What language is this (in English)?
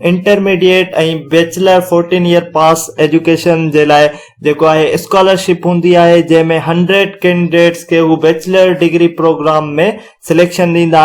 Sindhi